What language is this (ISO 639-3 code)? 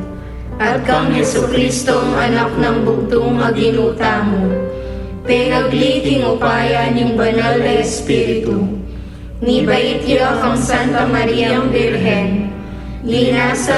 pam